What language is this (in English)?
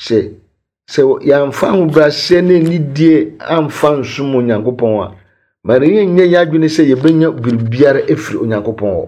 Akan